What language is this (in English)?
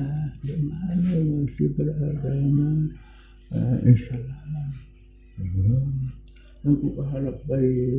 Sasak